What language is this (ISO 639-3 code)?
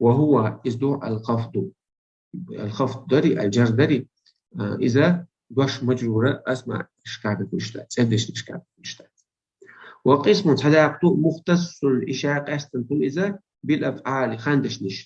che